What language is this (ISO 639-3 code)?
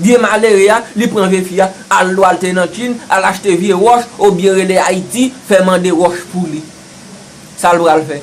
hat